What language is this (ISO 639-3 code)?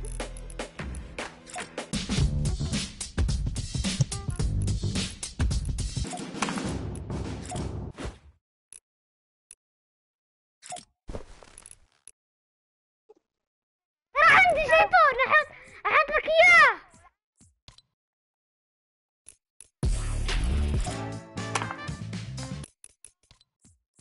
ara